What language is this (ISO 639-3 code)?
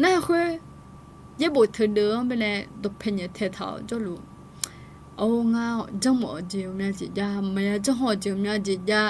ahk